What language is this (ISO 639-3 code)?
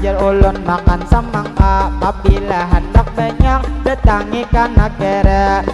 bjn